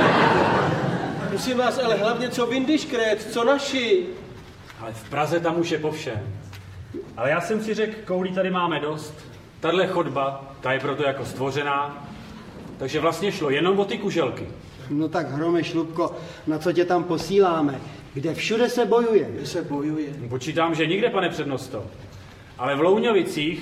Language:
Czech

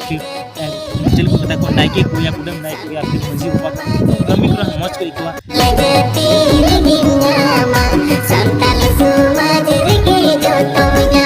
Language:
Santali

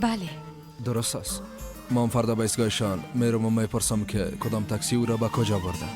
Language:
Persian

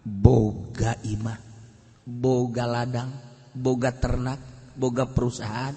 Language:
Sundanese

